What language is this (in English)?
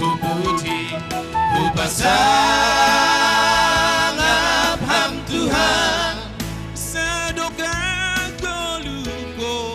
Batak Simalungun